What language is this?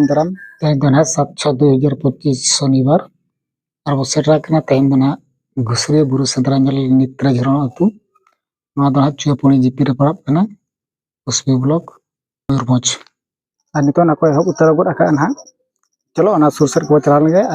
Santali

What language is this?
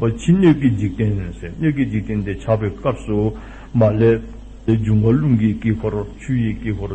Dzongkha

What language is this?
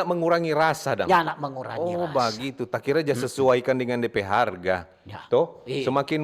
Manado Malay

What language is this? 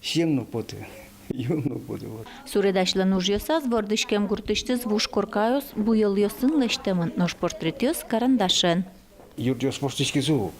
Udmurt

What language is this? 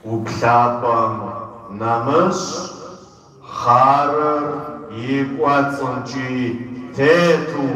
Kabardian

